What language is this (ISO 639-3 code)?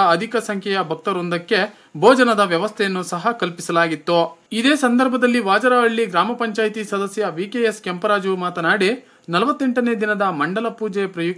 kan